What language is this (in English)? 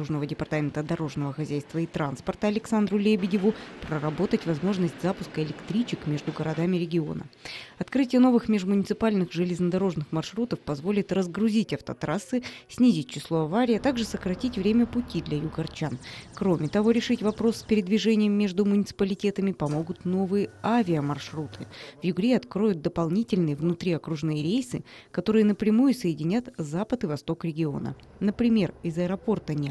Russian